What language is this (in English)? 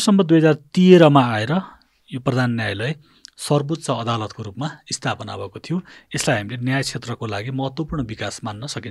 Nepali